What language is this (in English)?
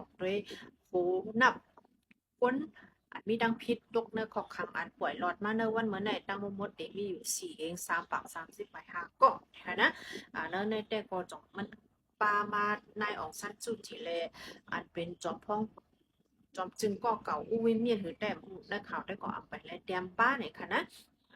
Shan